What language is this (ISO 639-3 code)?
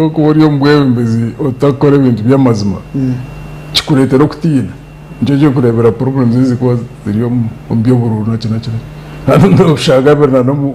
nyn